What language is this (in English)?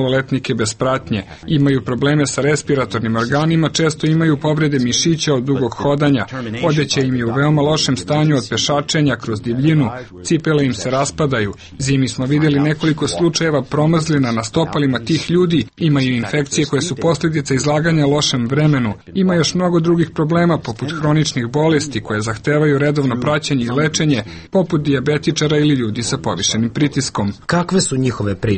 Serbian